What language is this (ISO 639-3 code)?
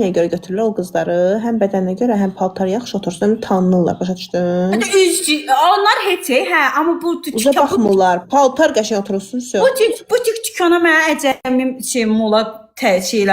aze